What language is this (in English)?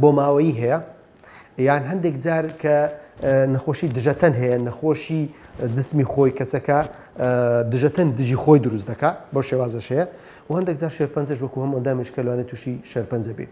Central Kurdish